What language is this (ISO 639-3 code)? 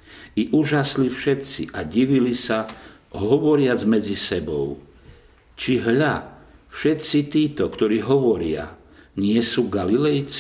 slk